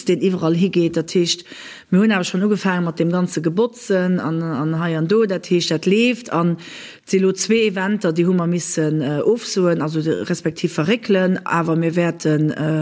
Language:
Luxembourgish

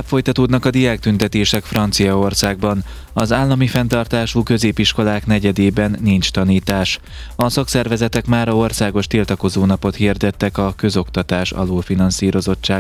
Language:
Hungarian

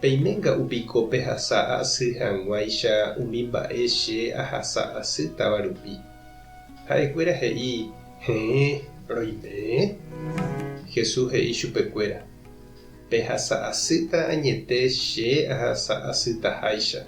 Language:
Guarani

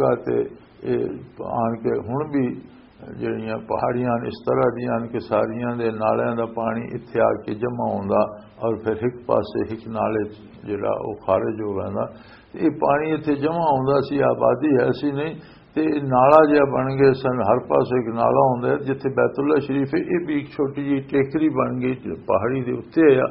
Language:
Western Panjabi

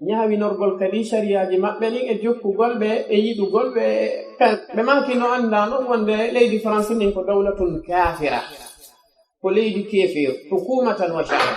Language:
Pular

